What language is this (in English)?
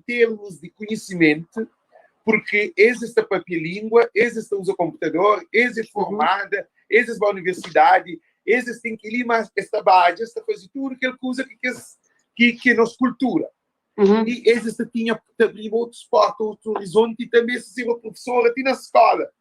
Kabuverdianu